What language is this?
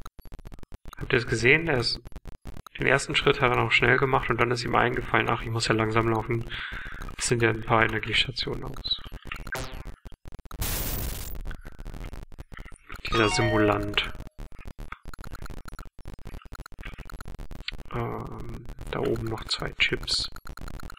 German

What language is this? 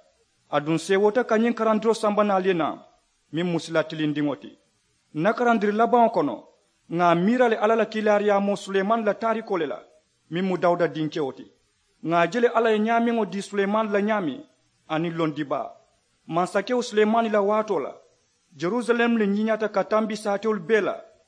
Mandingo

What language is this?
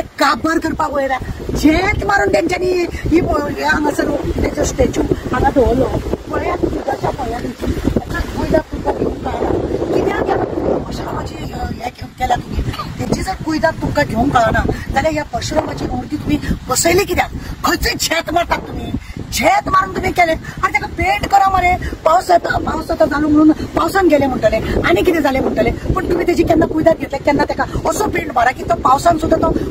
Konkani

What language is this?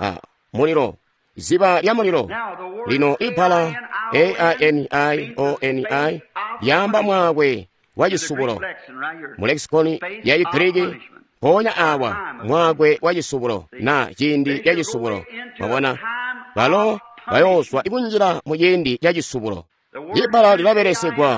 Tonga (Zambia)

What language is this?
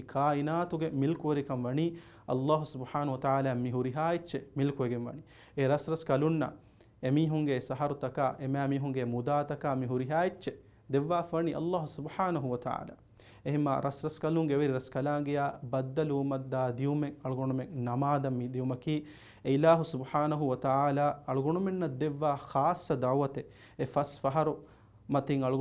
Divehi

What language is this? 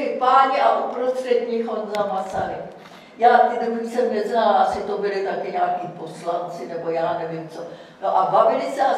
Czech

